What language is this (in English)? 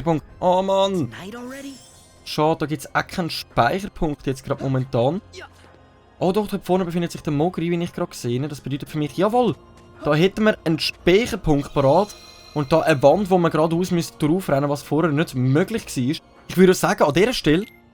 Swiss German